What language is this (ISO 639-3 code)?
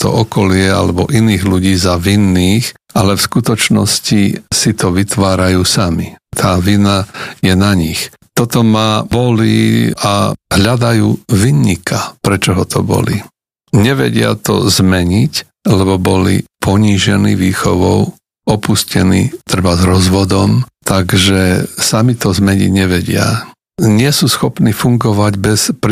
slk